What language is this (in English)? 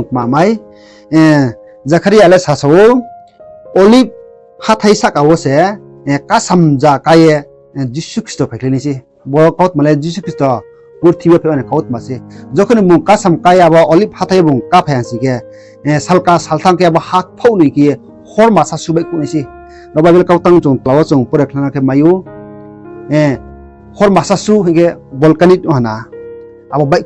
Riang (India)